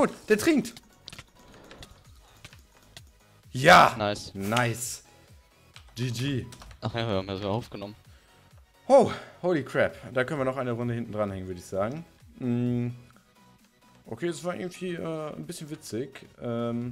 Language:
German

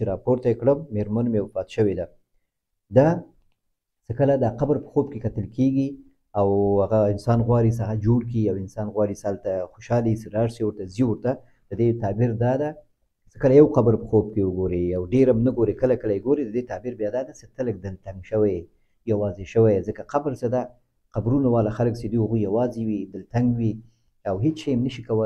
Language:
Pashto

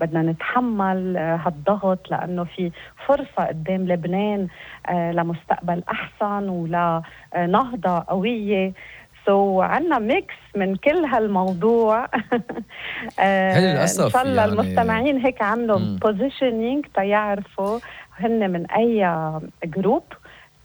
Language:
North Levantine Arabic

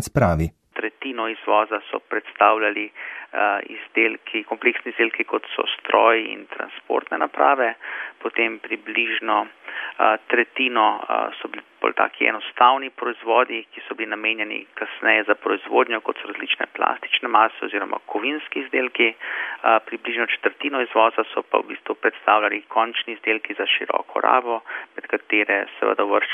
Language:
Slovenian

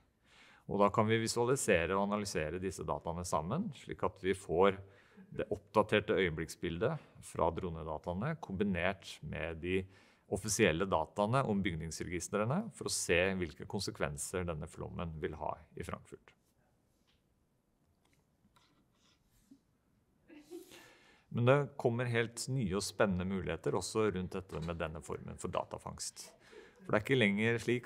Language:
Norwegian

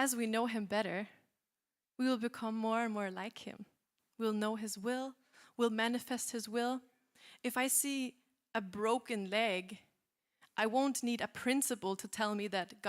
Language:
English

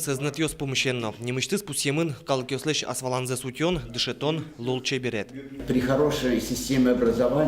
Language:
Udmurt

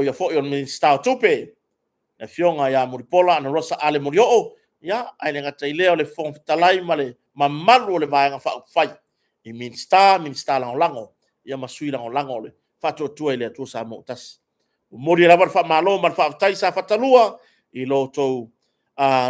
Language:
Samoan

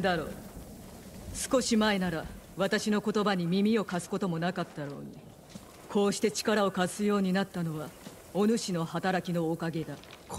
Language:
Japanese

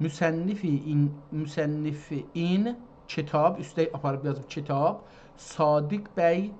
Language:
South Azerbaijani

